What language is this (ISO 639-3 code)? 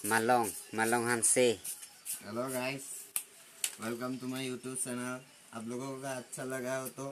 mjw